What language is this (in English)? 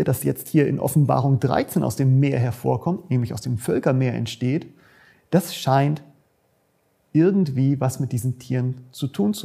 German